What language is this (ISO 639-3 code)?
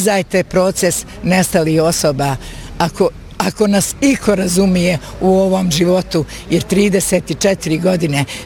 bos